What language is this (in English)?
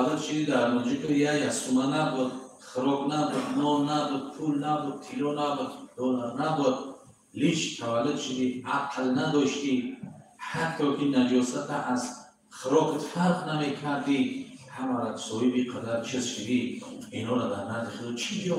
Tajik